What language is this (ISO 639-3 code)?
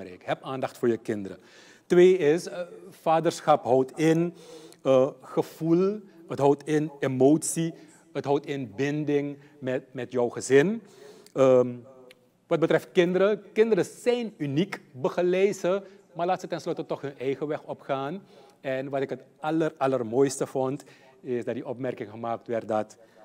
nld